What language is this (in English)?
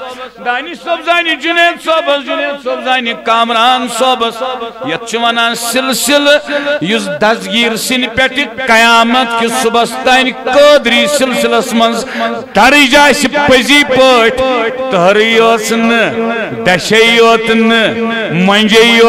Kashmiri